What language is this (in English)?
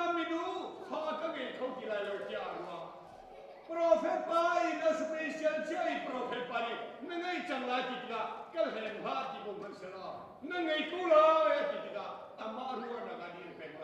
Hakha Chin